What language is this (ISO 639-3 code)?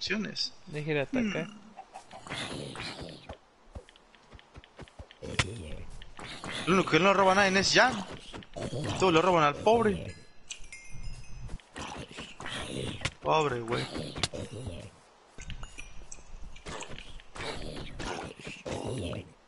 spa